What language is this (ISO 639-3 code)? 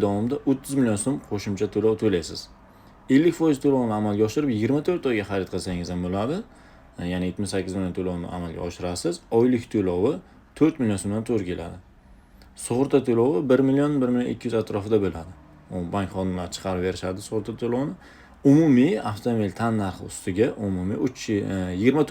uzb